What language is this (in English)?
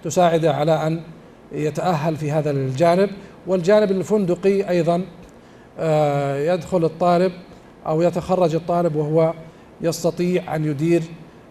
Arabic